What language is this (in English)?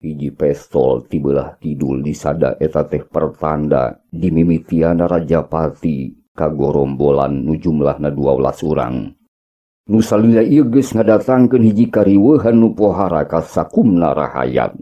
Sundanese